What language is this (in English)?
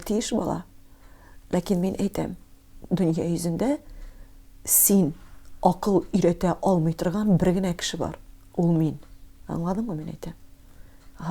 Tatar